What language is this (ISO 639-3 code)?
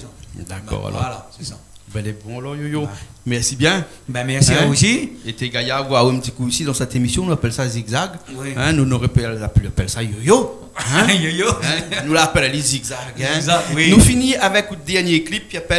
rcf